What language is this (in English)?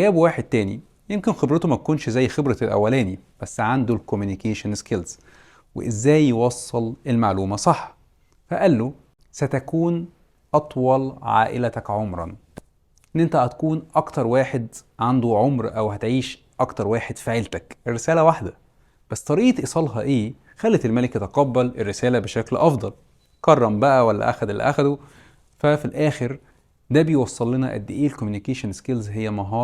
Egyptian Arabic